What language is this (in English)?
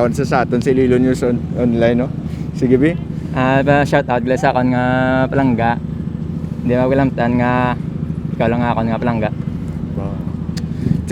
Hiligaynon